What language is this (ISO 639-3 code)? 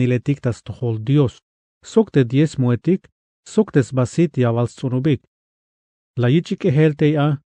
tzh